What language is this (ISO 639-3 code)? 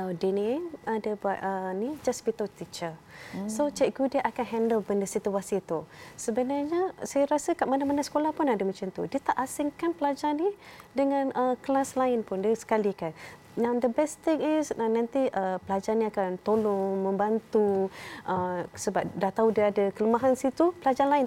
msa